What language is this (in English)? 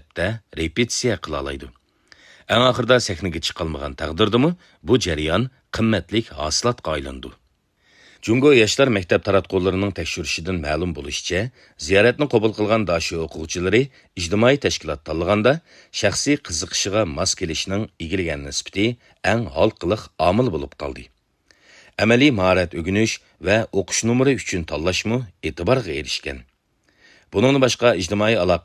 Uyghur